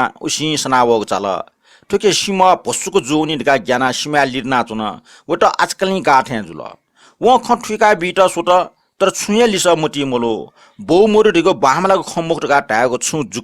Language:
Newari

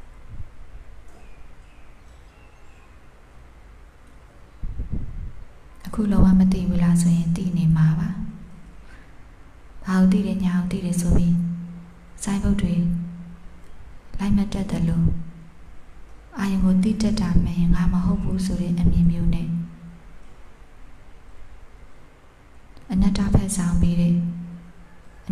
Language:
Burmese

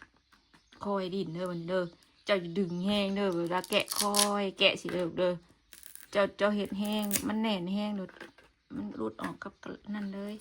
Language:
Northeastern Thai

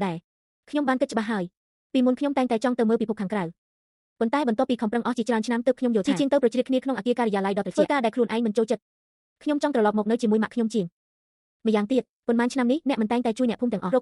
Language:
Khmer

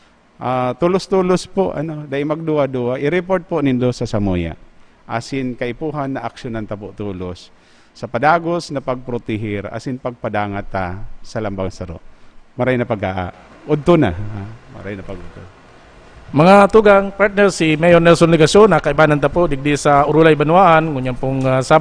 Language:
Bikol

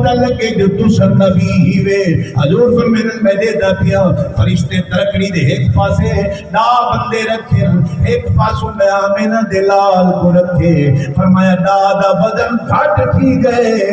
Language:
Saraiki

